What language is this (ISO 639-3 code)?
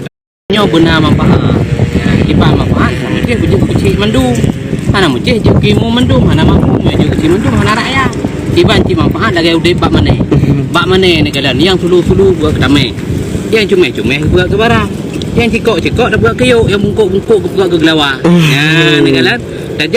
ace